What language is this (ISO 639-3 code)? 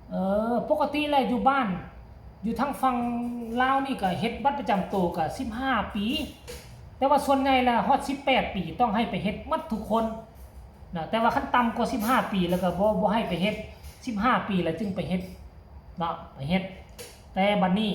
tts